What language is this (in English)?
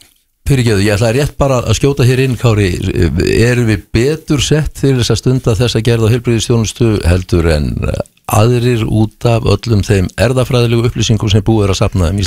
Icelandic